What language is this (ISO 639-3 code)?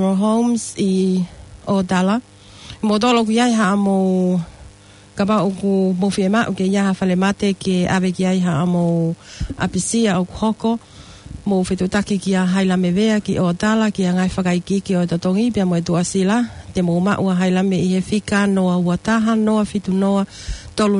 ton